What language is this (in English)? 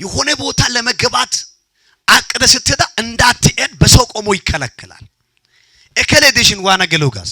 Amharic